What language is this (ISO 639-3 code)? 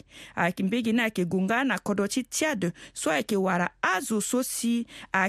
sag